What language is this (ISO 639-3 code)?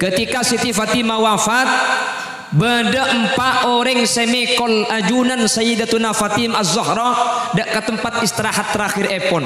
mad